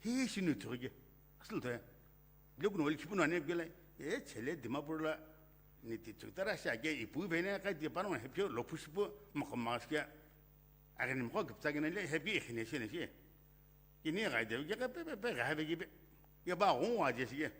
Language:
Sumi Naga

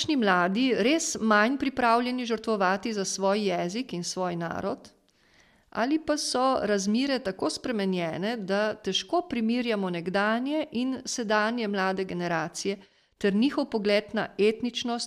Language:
Slovenian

